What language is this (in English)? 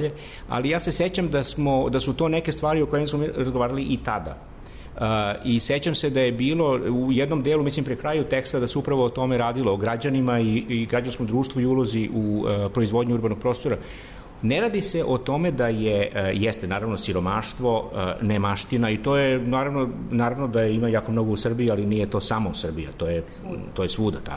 Serbian